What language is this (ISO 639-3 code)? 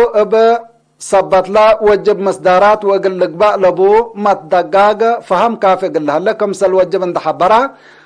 tig